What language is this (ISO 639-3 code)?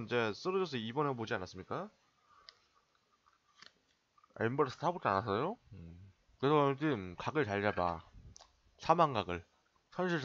kor